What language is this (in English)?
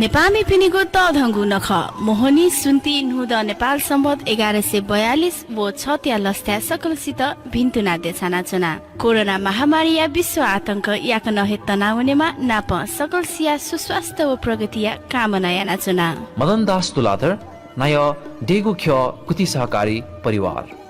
Newari